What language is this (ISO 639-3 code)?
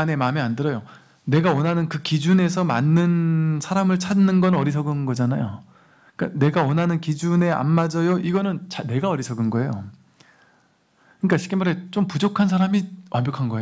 kor